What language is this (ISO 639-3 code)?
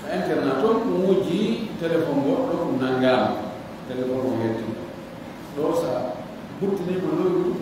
ful